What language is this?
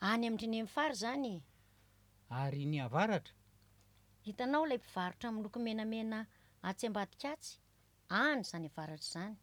Malagasy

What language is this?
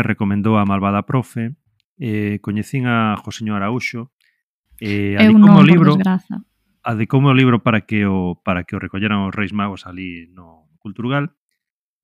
Galician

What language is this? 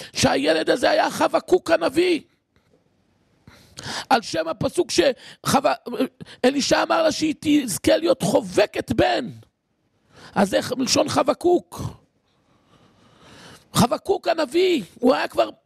Hebrew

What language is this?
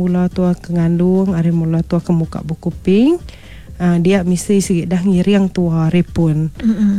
Iban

